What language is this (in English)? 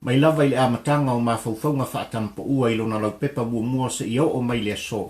Samoan